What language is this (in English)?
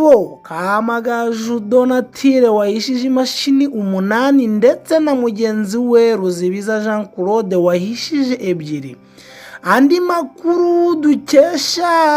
Kinyarwanda